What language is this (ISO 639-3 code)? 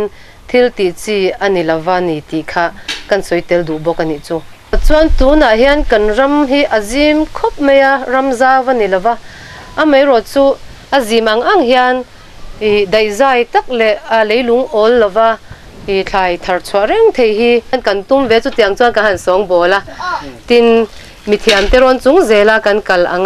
lus